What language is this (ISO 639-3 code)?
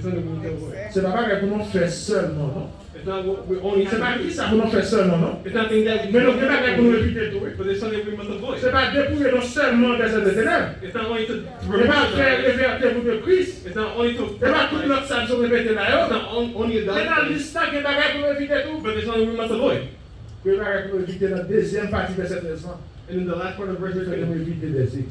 hat